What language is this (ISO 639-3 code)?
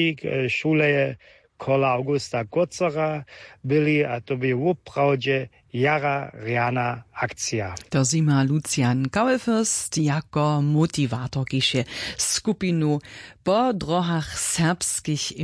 hsb